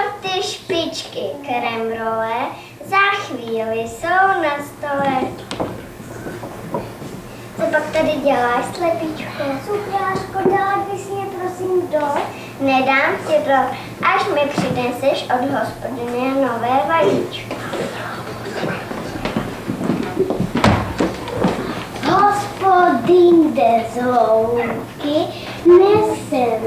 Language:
Czech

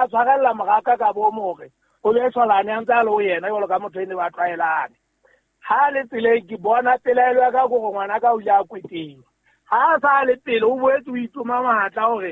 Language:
Southern Sotho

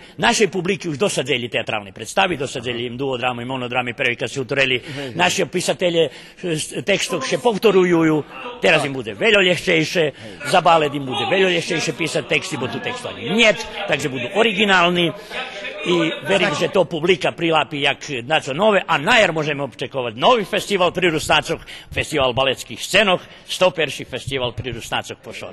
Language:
Rusyn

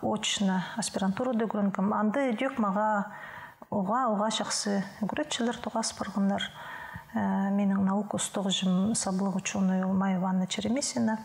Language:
Khakas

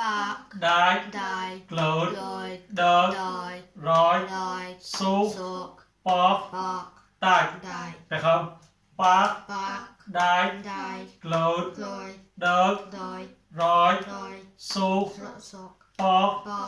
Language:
Mon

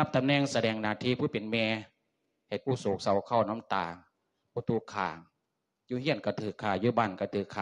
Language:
Lao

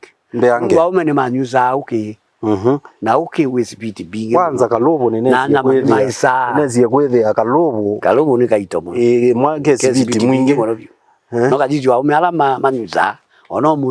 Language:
Kamba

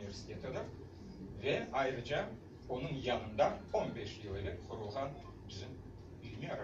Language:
Crimean Tatar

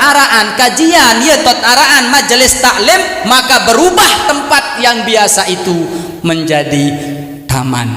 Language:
Sasak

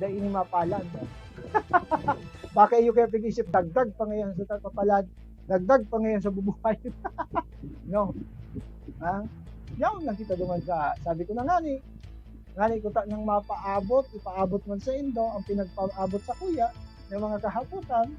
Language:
Bikol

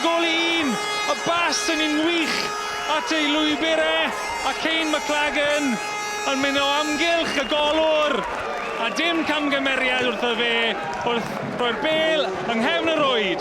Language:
Welsh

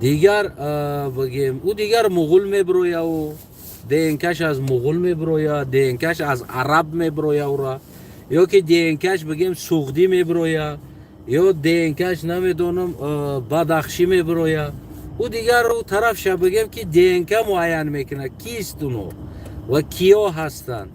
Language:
Tajik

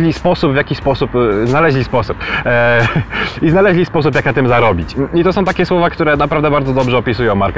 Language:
Polish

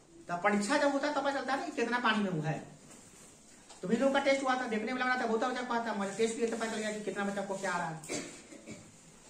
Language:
Hindi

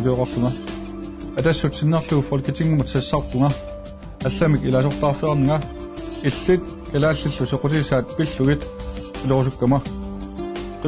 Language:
Kalaallisut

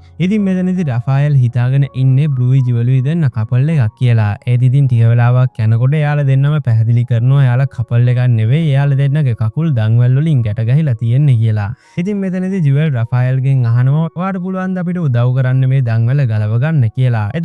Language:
Sinhala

